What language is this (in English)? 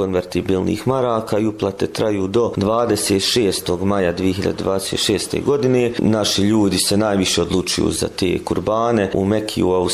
Bosnian